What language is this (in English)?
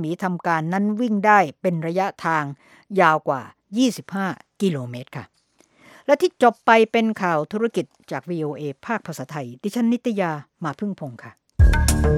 Thai